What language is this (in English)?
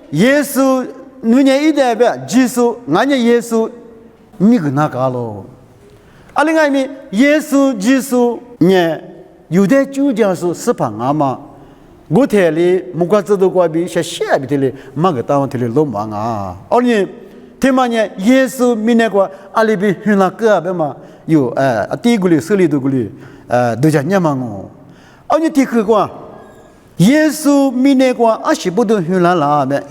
Lisu